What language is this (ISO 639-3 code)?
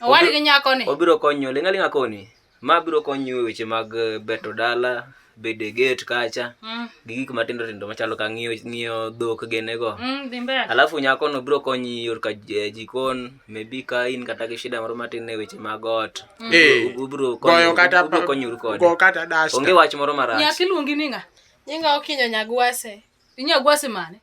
luo